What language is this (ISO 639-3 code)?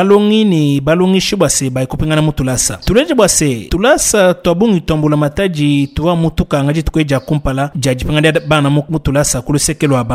lua